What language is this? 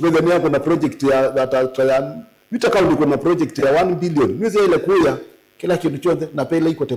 Kamba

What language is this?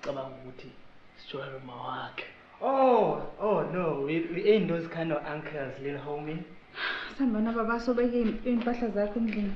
Zulu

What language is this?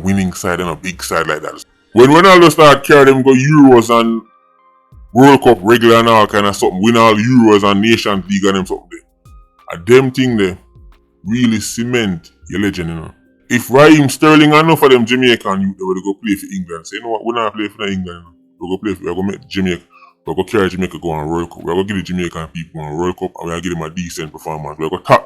Jamaican Creole English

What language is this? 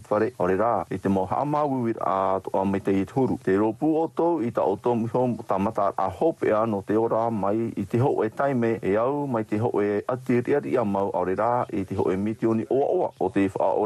Tahitian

